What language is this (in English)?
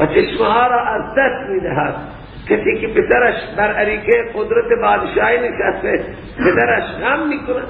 Persian